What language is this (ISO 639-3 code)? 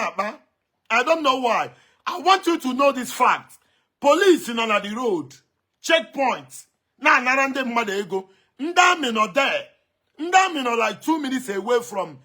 ibo